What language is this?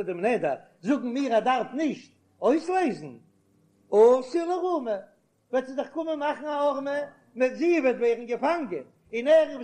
Yiddish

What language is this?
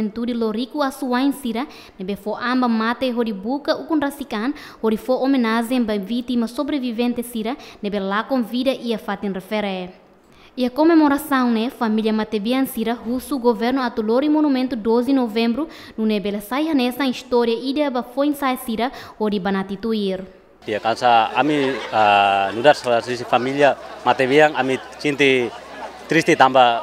Tetum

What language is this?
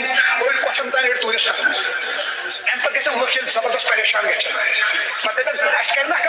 Kashmiri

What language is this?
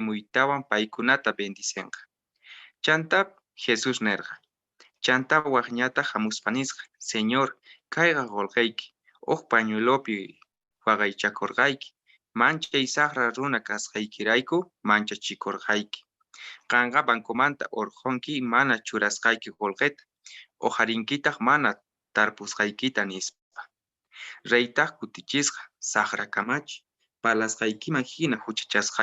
Quechua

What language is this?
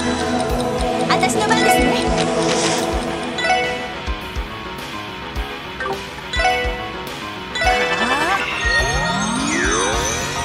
Japanese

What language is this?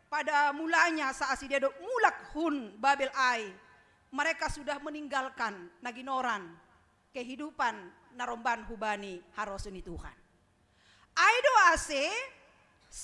Batak Simalungun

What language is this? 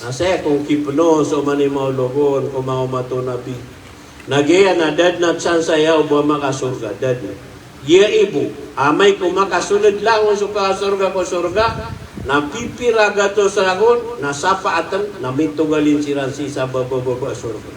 Maranao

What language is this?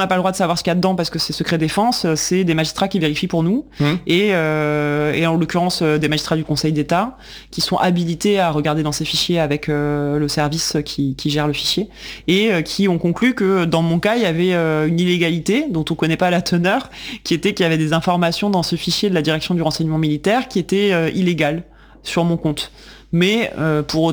French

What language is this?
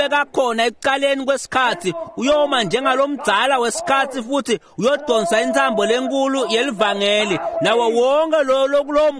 Swati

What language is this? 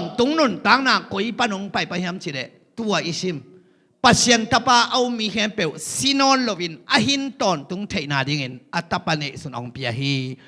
Tedim Chin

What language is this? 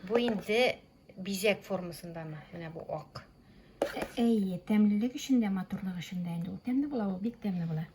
Tatar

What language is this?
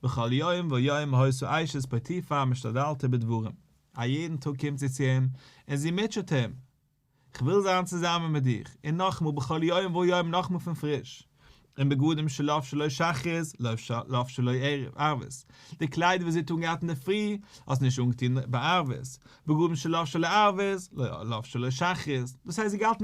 Yiddish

